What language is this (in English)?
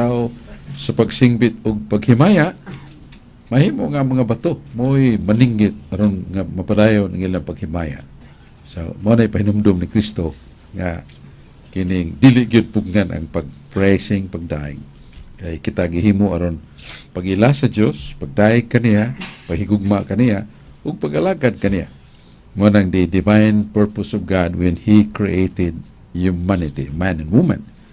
Cebuano